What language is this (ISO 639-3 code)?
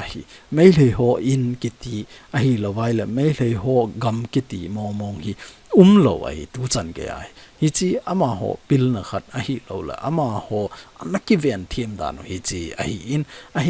tcz